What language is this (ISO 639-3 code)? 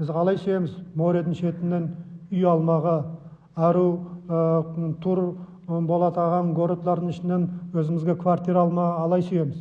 nog